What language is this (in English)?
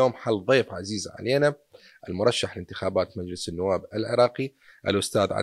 Mesopotamian Arabic